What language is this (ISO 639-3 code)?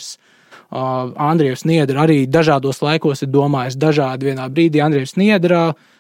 lav